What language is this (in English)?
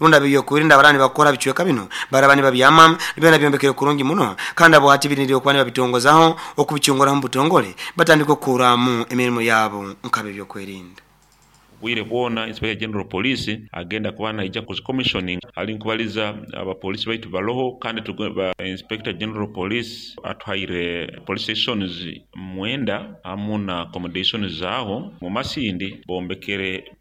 Nyoro